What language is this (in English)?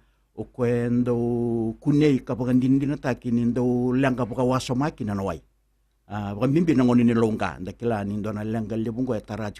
Fijian